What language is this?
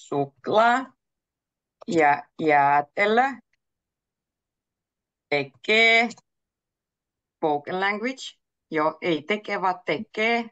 Finnish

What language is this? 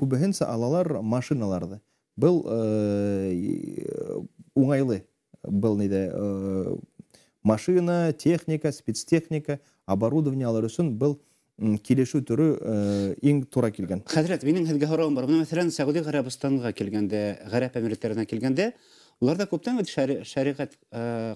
Bashkir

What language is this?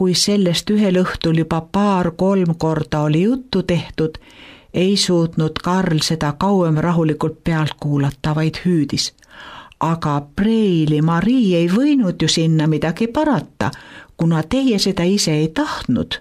Estonian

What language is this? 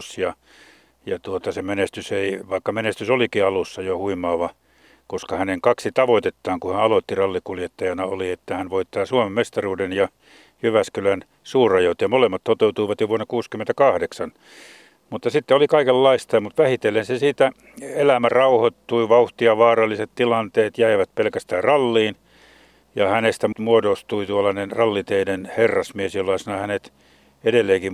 Finnish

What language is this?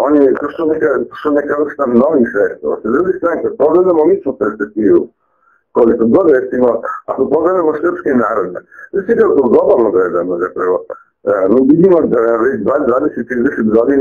Serbian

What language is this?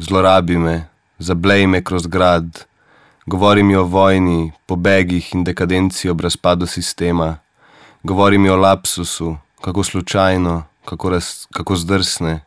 Slovenian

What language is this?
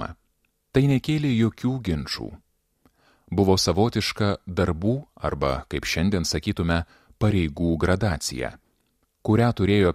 Lithuanian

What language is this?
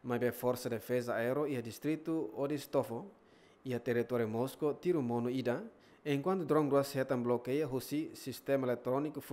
Tetum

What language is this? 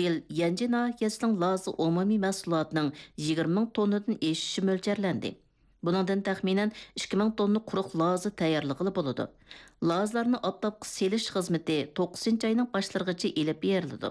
Uyghur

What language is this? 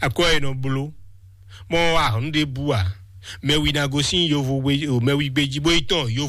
Fon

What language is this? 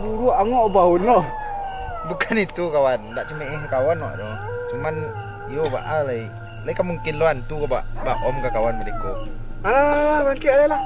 Minangkabau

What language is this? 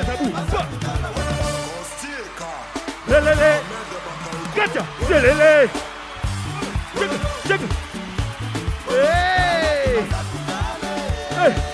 Swahili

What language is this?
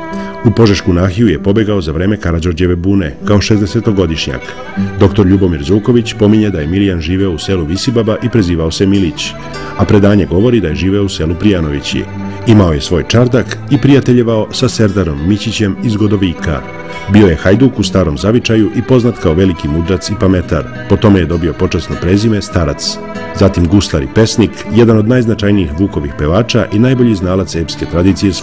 Serbian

